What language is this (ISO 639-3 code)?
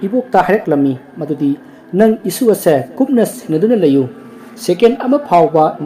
mni